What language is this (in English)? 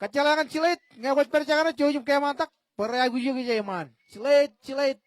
Marshallese